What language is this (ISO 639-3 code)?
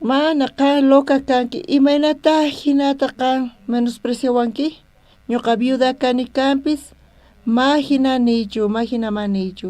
quh